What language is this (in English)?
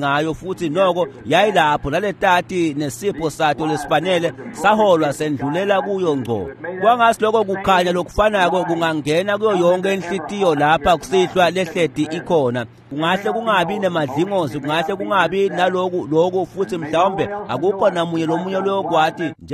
Swati